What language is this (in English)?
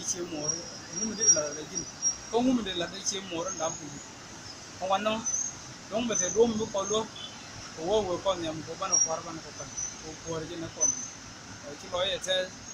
Nuer